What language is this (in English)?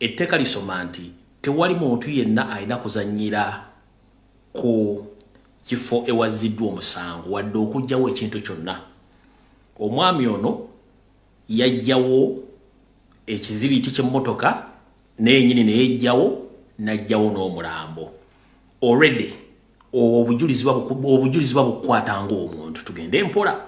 Ganda